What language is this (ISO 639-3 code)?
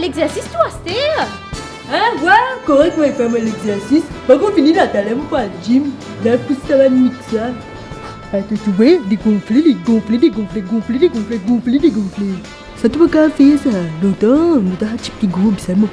mfe